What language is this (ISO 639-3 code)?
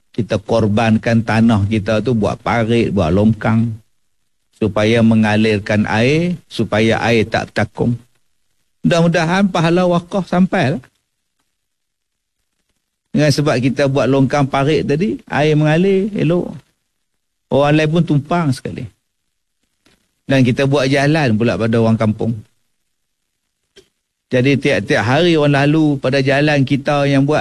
msa